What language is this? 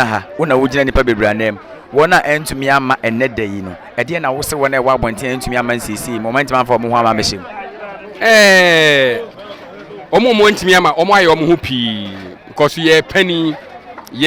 Akan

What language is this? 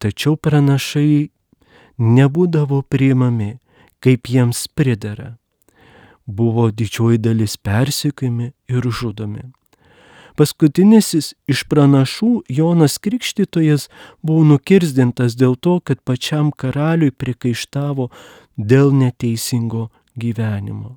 Lithuanian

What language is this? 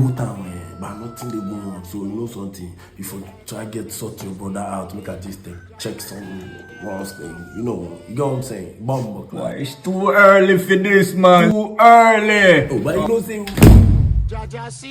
Jamaican Creole English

